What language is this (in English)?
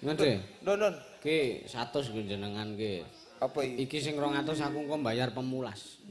Javanese